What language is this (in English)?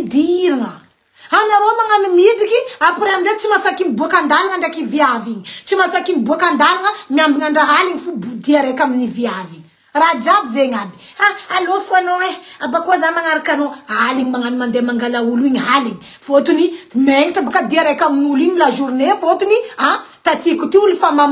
Malagasy